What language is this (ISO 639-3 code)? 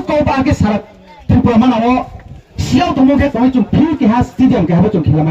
ria